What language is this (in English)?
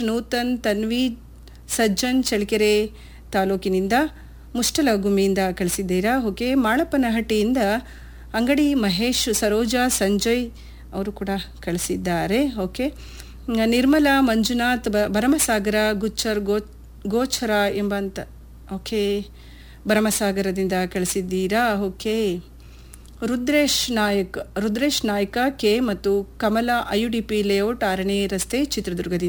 Kannada